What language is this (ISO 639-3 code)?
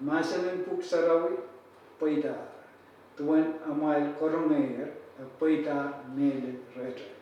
pon